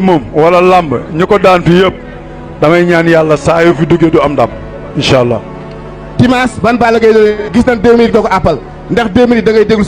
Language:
Wolof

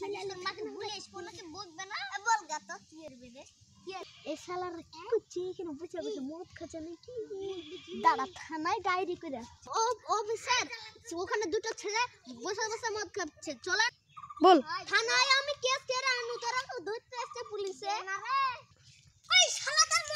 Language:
Bangla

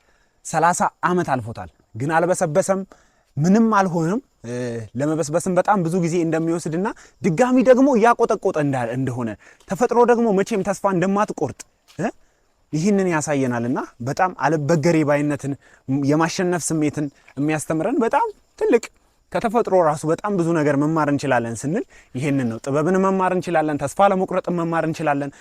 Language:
Amharic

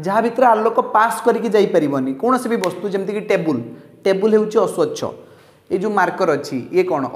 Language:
Odia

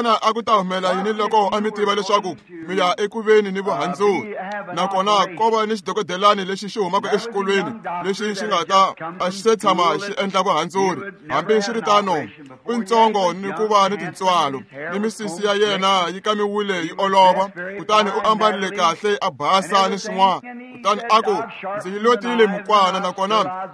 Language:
Tsonga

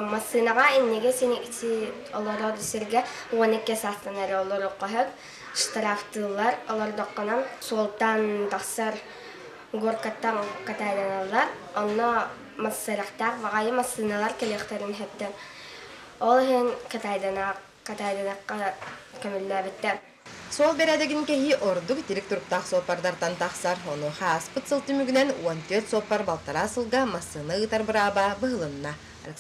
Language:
Yakut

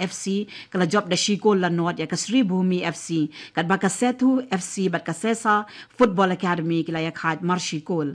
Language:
Khasi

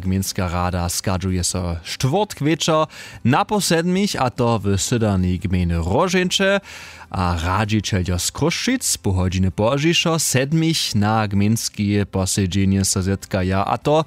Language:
Upper Sorbian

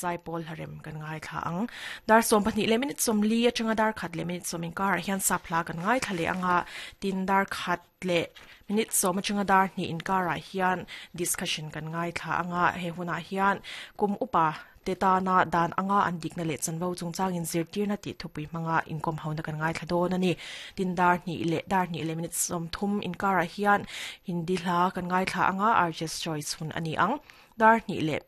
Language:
Mizo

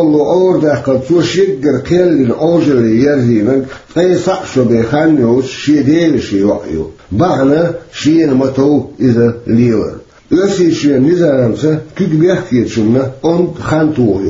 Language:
Chechen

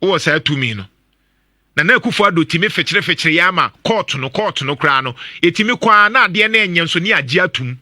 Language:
Akan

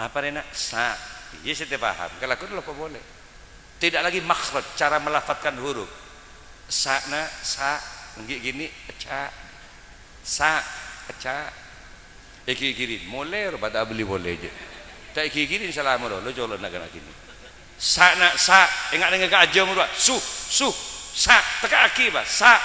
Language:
Madurese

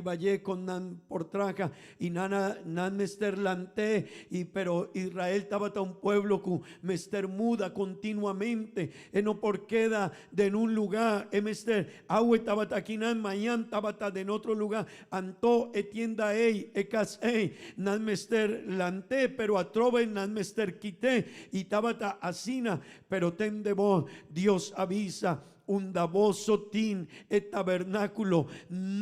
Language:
Papiamento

